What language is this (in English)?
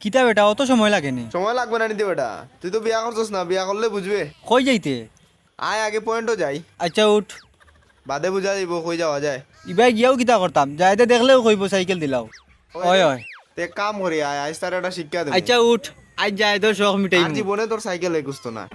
Sylheti